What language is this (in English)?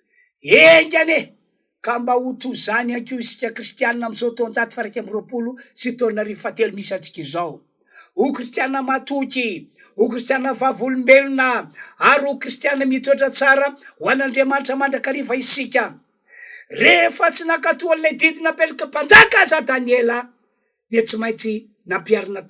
Malagasy